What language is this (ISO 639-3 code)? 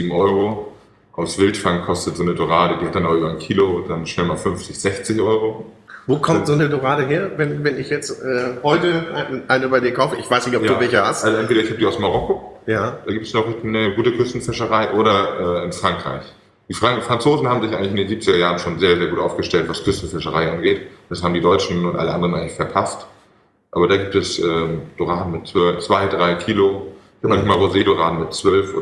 deu